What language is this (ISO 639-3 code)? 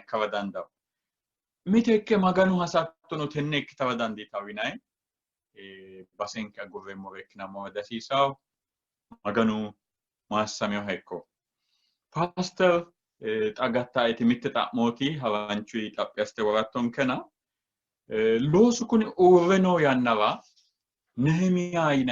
sid